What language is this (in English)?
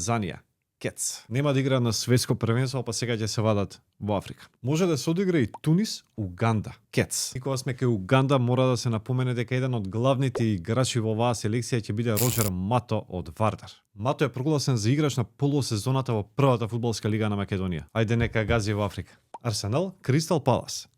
Macedonian